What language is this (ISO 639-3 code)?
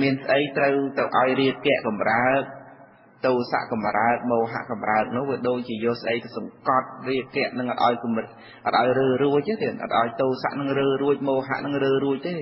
khm